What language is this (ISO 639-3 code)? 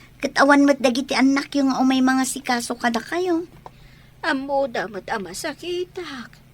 ilo